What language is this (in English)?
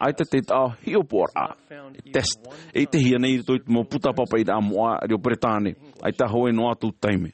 Tahitian